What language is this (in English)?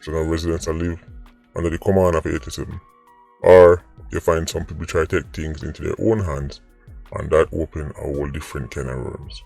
Jamaican Creole English